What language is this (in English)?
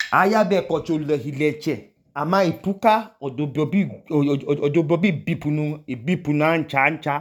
Idoma